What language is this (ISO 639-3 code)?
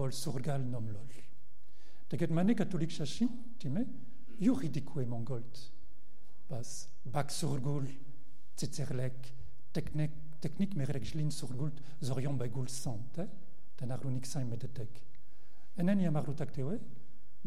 mon